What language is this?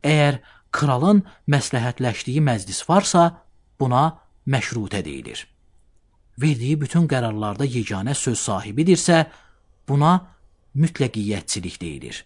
Azerbaijani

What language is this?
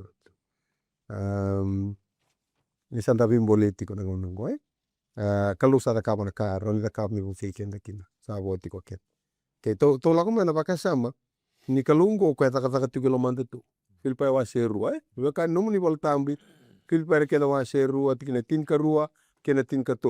Fijian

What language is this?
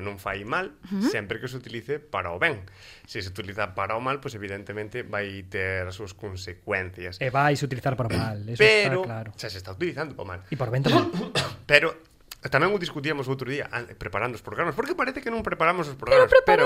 Galician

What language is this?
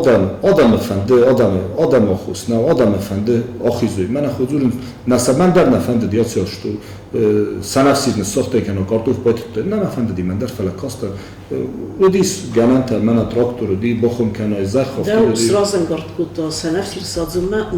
Ossetic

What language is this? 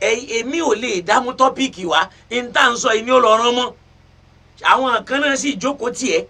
Yoruba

